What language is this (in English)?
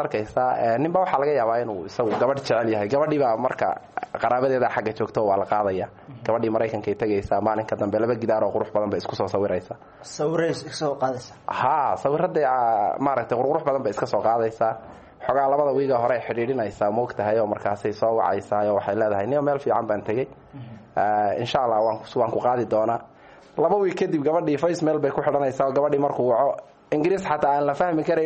Somali